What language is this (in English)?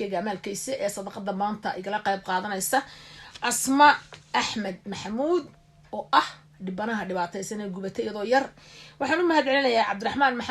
Somali